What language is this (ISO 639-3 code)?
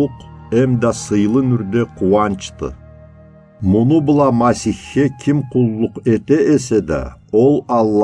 krc